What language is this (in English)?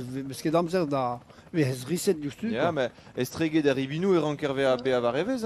Breton